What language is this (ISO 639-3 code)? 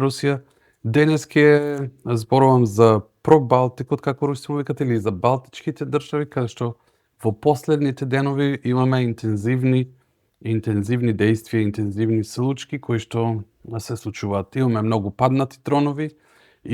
mkd